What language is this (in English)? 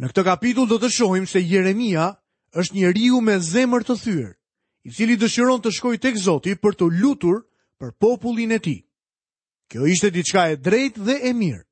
Albanian